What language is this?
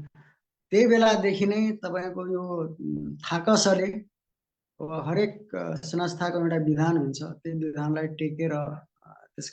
Nepali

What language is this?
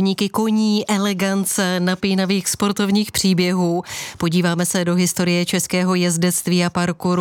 Czech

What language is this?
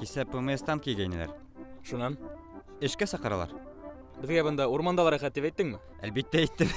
Bashkir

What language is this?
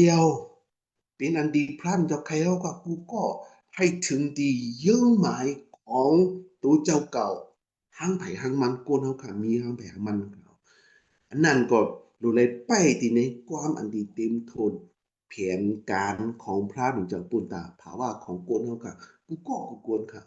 Shan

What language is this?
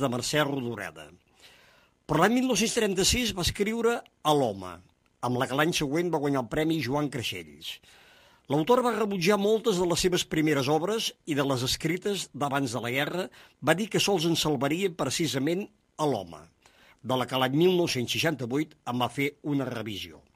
Catalan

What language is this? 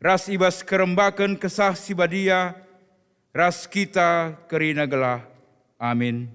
Batak Karo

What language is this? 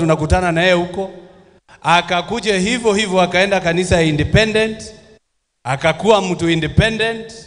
Swahili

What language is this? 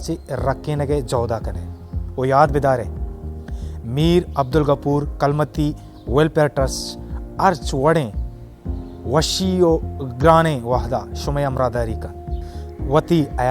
Baluchi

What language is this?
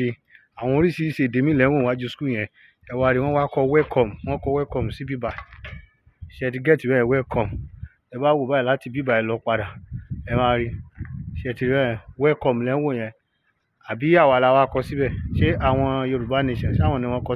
Yoruba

